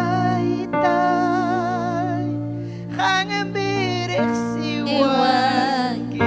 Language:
Ayacucho Quechua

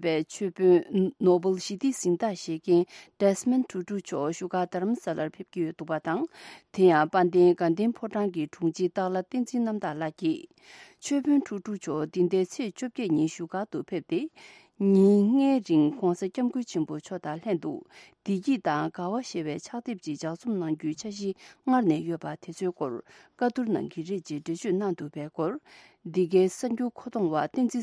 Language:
Tibetan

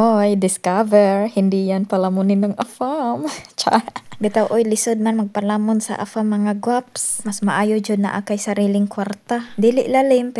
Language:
Cebuano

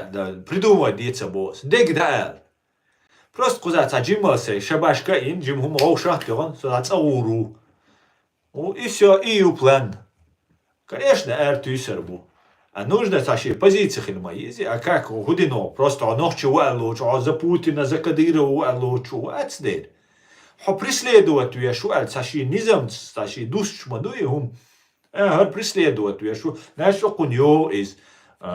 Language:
Chechen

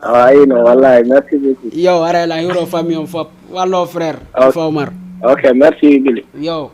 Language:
Fula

